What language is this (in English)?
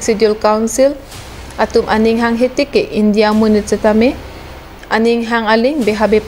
Karbi